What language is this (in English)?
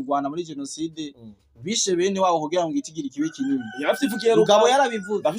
Rundi